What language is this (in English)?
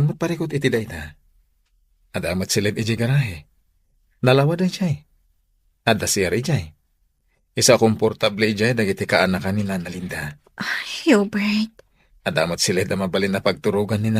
Iloko